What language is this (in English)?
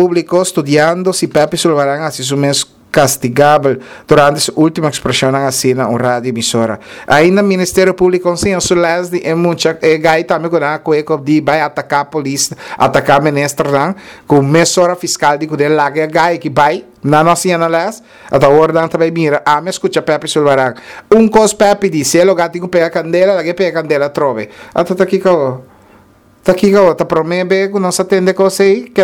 Papiamento